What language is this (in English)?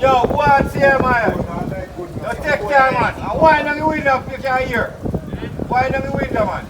Jamaican Creole English